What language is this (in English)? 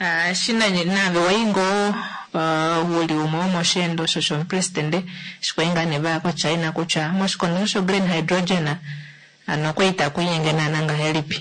Kuanyama